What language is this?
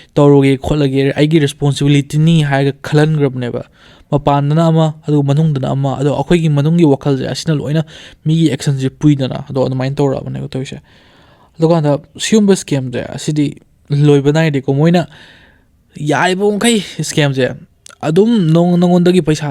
Manipuri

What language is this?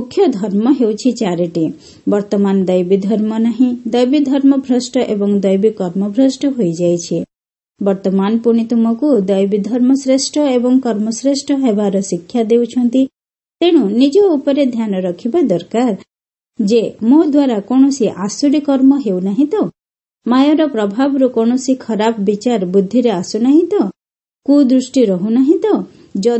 Odia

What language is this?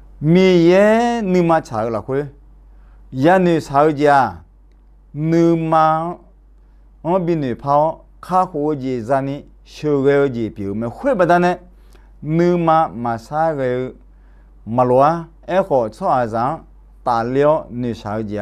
Akha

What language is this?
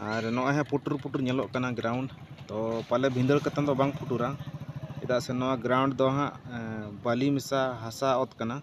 Santali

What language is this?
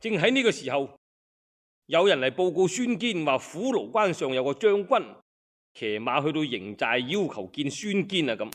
Cantonese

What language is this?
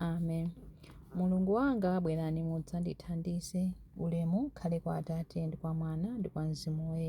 Nyanja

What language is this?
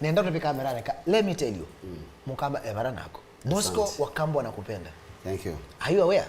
Kamba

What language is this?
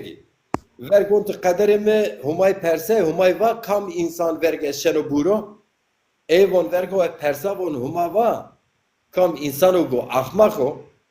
Zaza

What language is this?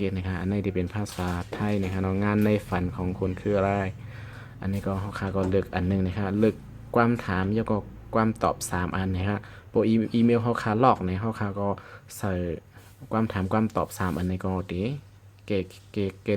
Shan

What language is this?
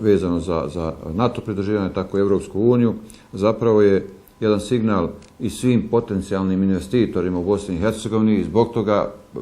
Bosnian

